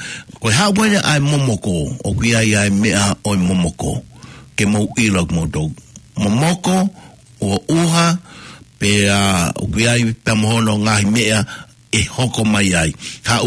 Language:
Tongan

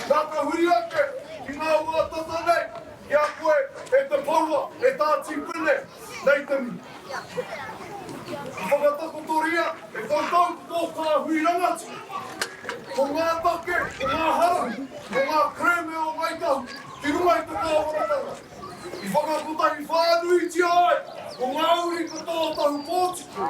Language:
Māori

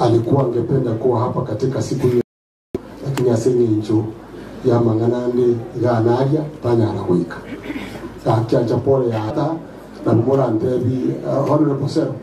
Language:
Gusii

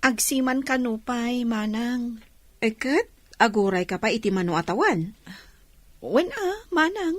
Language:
Iloko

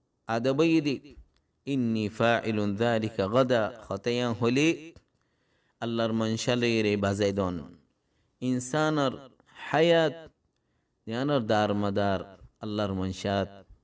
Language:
Rohingya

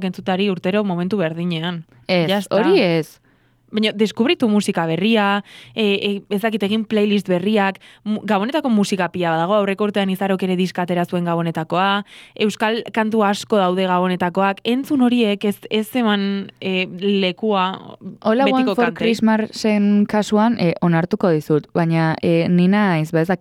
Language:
Basque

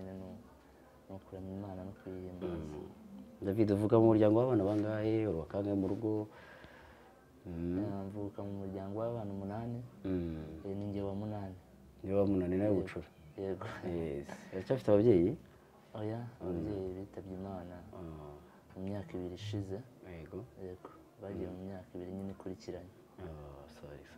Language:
Kinyarwanda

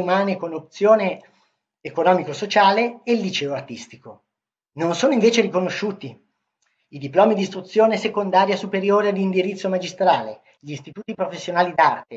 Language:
Italian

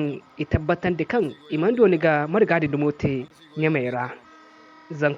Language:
Zarma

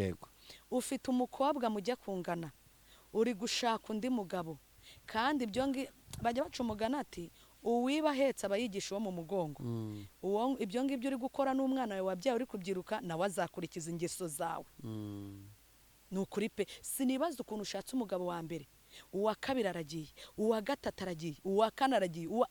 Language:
Kinyarwanda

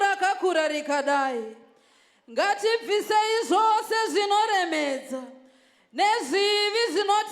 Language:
Shona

